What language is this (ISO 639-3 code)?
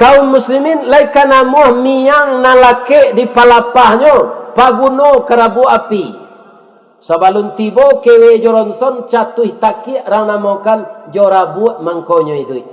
min